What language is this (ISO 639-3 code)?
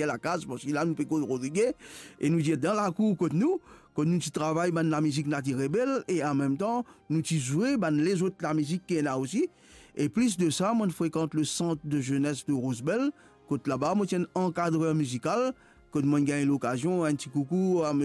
mfe